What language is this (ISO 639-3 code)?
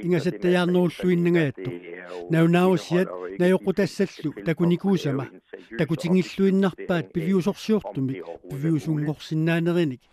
kal